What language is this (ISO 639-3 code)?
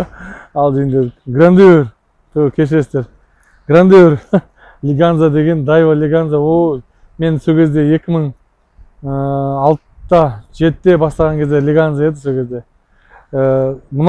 kaz